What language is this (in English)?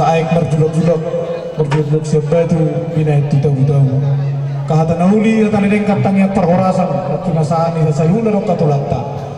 Batak Toba